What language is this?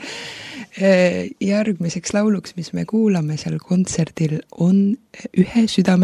Estonian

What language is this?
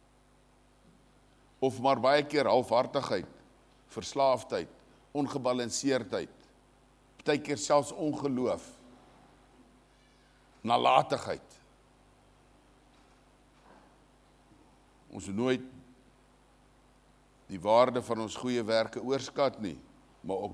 Afrikaans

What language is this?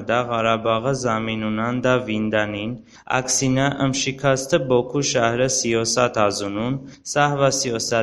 Talysh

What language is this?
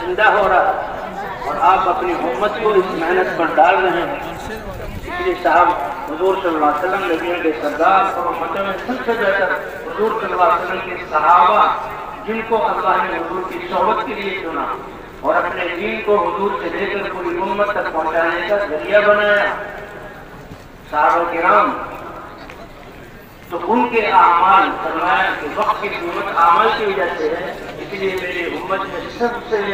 Urdu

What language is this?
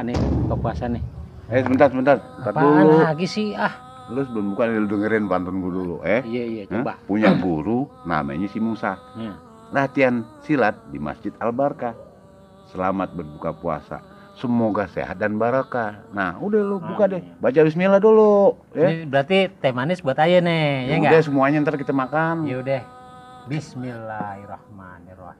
Betawi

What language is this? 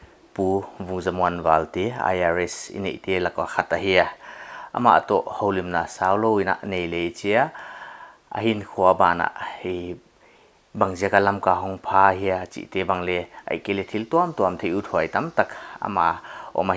Paite Chin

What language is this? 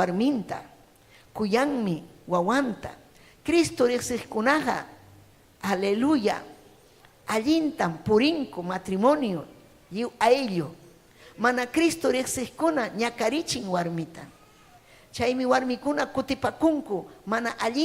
Ayacucho Quechua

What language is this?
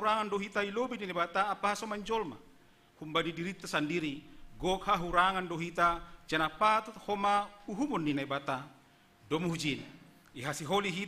Batak Simalungun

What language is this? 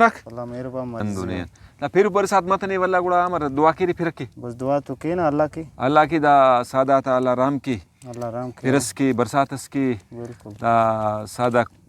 Brahui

